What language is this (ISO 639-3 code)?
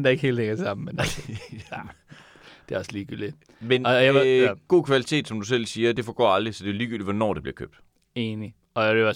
dan